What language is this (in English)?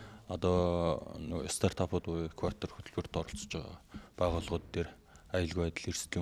Mongolian